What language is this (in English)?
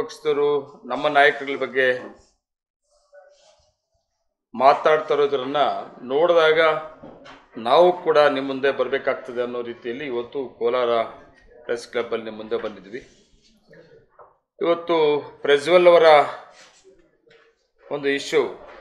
Kannada